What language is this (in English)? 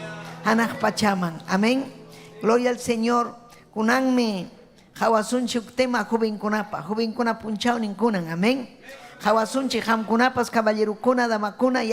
Ayacucho Quechua